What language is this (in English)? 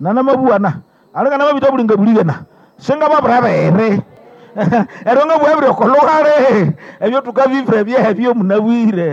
Nande